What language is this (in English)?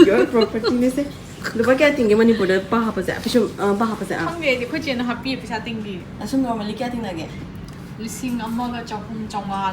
Manipuri